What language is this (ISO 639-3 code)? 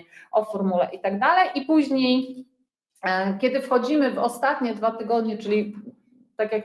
pol